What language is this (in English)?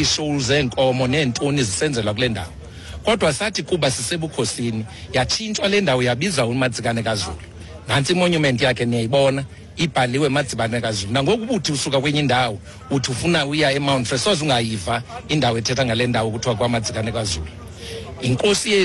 Xhosa